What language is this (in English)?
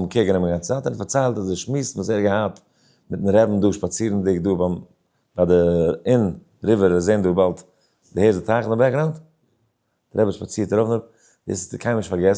Yiddish